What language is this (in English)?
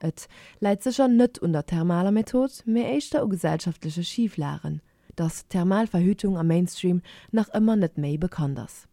Luxembourgish